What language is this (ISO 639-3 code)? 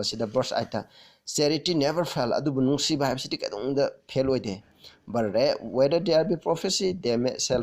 mni